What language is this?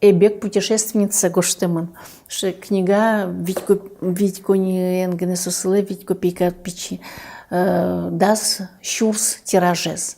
Udmurt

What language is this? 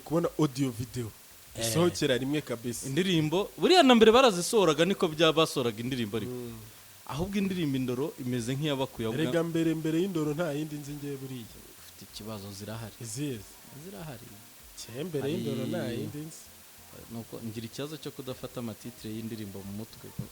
Kinyarwanda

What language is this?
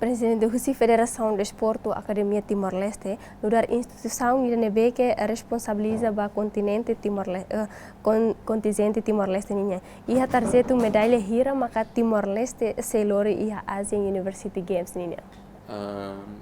Tetum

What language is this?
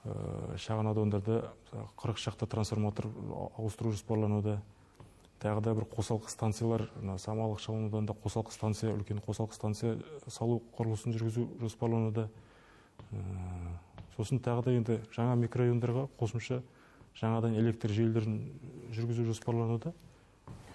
Kazakh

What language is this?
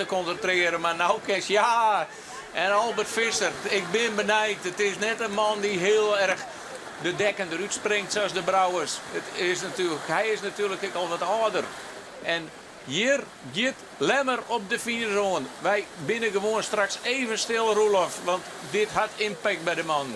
Western Frisian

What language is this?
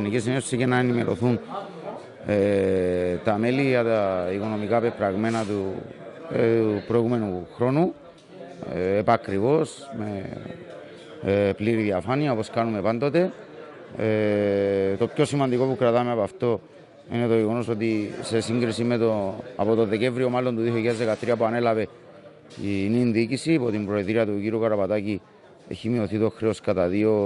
Greek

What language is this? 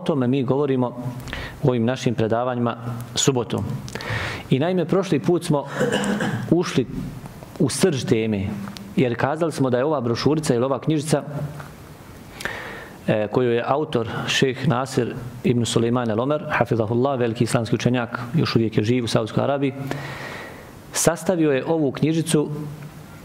Bosnian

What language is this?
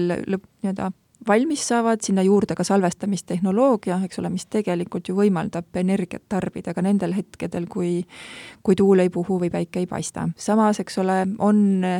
Estonian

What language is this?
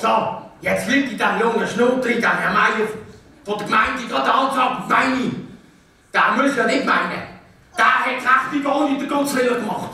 Swiss German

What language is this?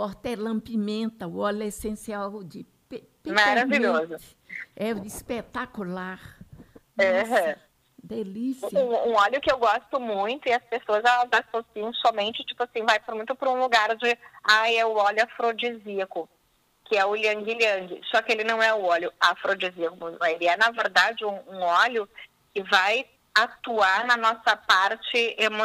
Portuguese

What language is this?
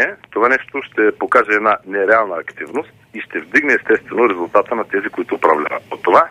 Bulgarian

